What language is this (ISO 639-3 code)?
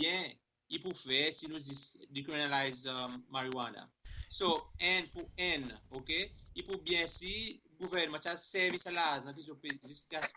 crs